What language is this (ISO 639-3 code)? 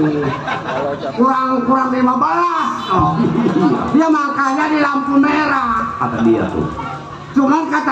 bew